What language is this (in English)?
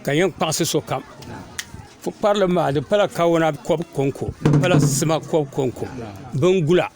Dagbani